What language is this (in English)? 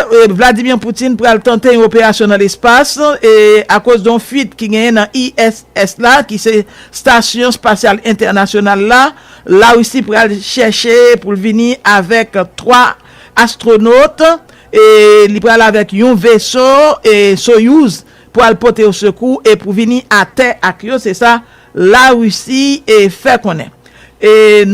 Haitian Creole